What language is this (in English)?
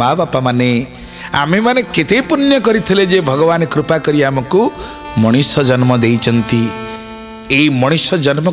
Odia